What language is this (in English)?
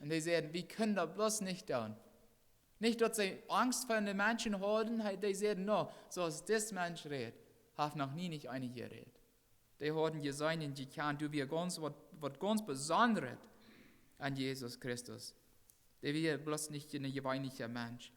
Plautdietsch